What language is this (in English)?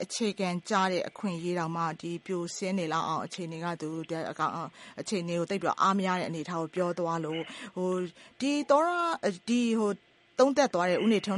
Burmese